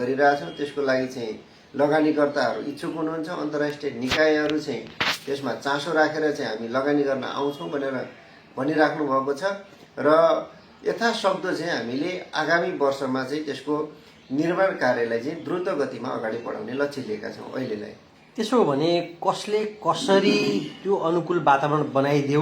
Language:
Nepali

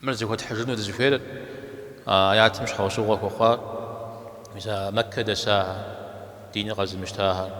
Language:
Kabardian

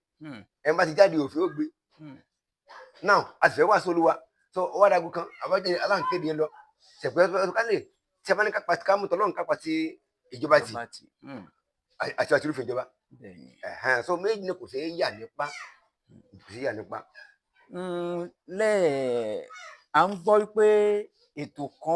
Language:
Yoruba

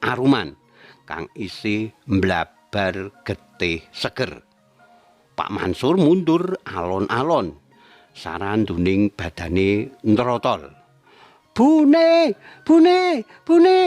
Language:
Javanese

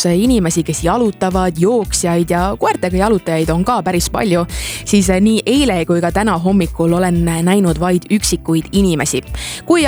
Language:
Estonian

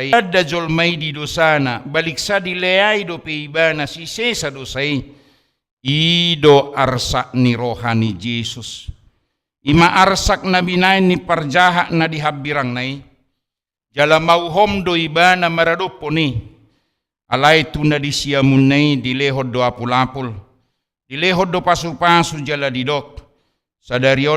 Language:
Batak Toba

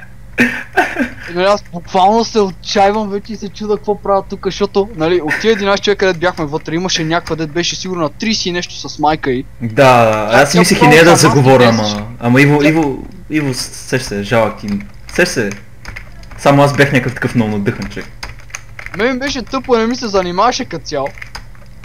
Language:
Bulgarian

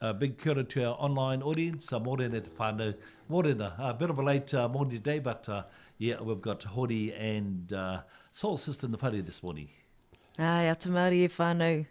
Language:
Māori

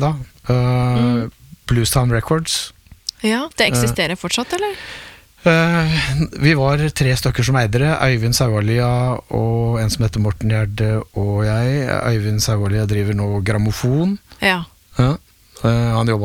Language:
Norwegian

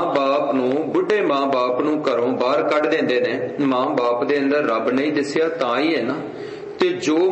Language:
Punjabi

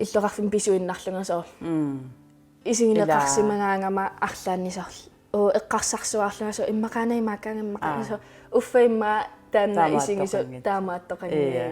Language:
Kalaallisut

